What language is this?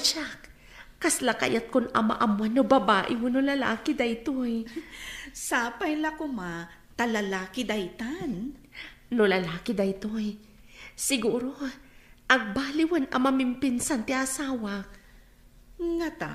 Iloko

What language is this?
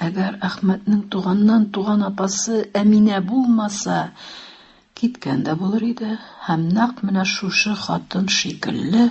Tatar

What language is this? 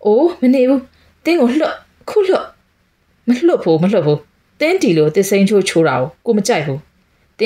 Burmese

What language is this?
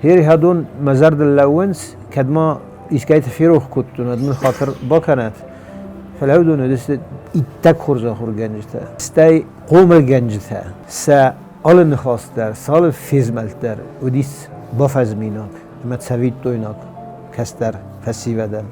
Ossetic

